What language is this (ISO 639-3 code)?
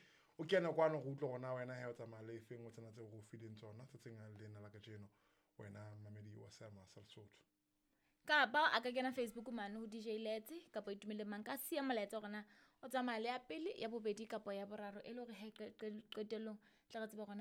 sot